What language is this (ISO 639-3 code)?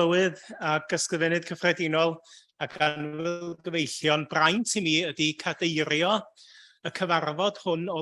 cym